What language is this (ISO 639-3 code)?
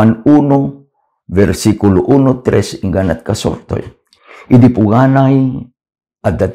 ilo